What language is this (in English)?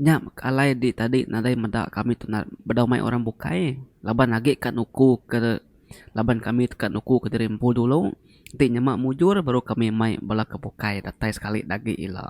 Iban